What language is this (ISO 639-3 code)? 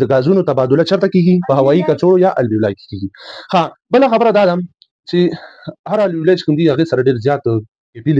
pus